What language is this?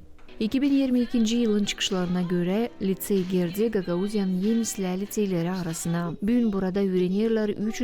Gagauz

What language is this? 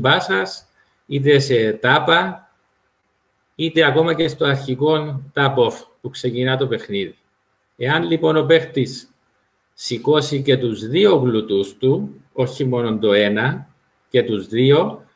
Greek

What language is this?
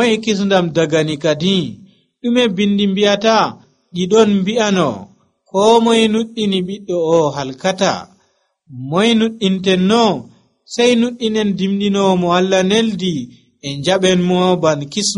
Nigerian Fulfulde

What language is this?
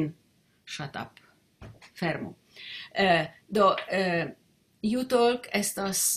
Esperanto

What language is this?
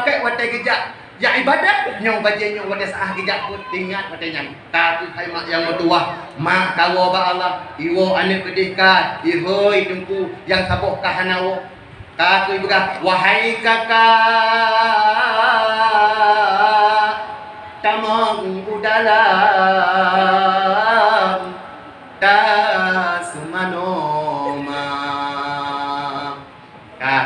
Achinese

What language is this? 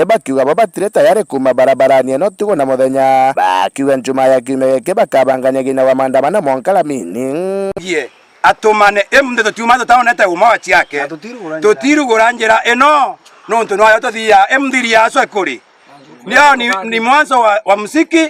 Meru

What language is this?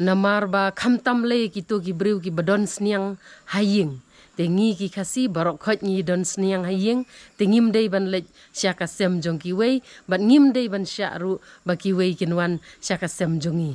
Khasi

